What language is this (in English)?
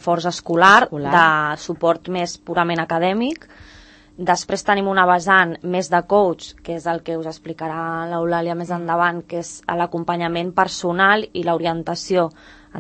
Catalan